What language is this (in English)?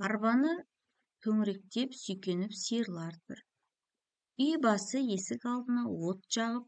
Kazakh